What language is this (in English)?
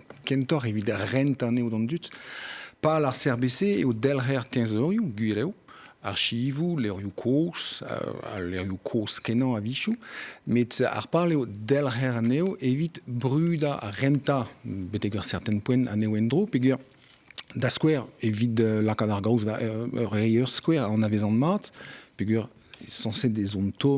Breton